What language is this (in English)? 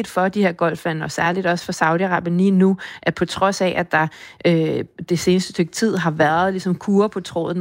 Danish